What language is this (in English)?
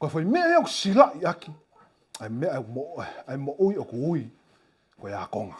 Tongan